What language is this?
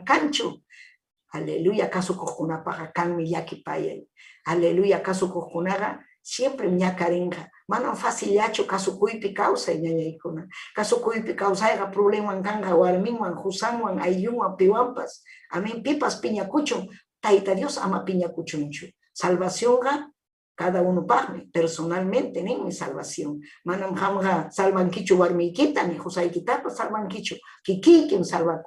Ayacucho Quechua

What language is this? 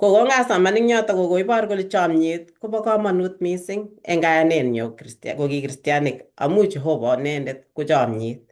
Kalenjin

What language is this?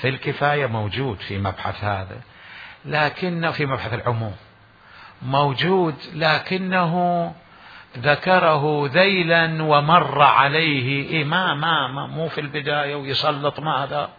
Mesopotamian Arabic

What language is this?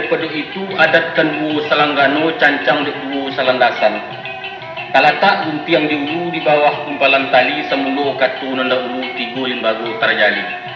Minangkabau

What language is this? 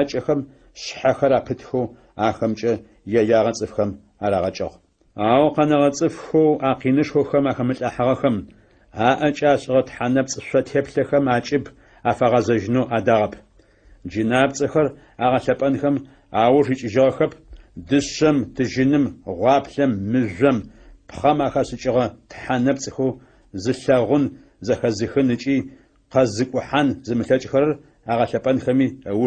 Adyghe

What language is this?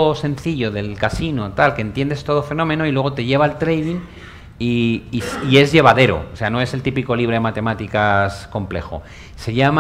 Spanish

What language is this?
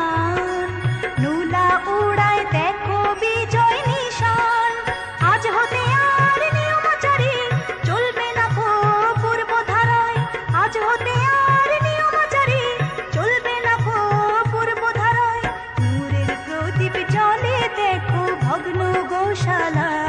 Bangla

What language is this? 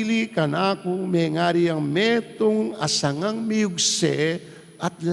Pampanga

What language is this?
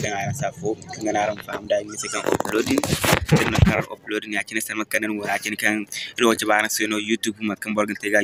Zarma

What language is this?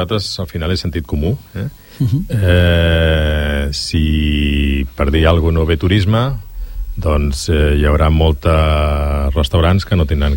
Catalan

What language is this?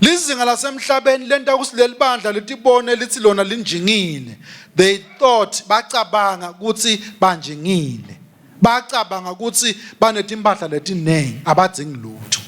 Swati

